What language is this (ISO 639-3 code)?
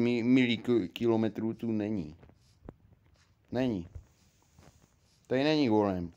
ces